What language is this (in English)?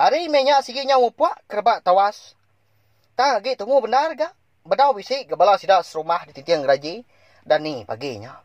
Iban